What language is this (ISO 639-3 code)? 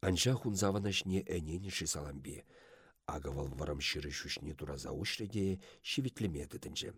chv